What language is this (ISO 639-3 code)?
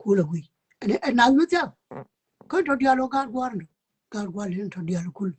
nus